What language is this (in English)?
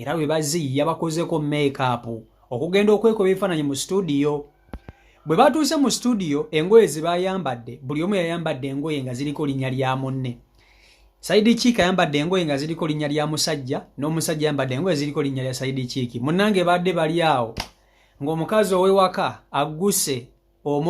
Ganda